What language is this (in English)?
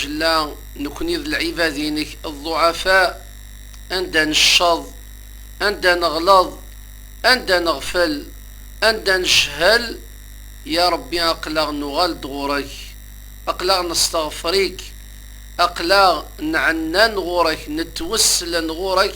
Kabyle